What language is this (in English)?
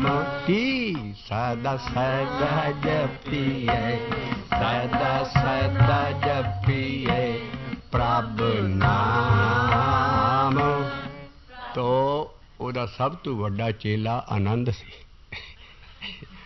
Punjabi